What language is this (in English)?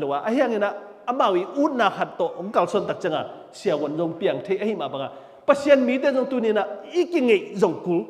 Tedim Chin